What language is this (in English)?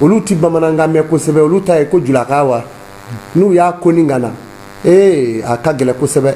Bambara